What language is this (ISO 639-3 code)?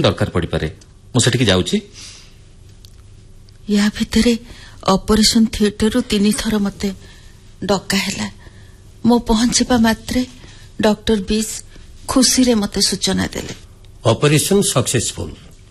ori